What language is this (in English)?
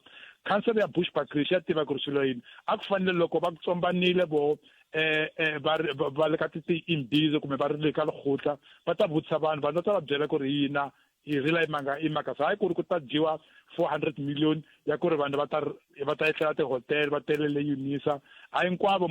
Tsonga